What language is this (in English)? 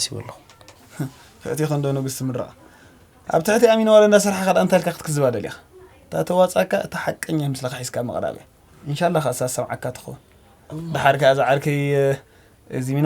Tigrinya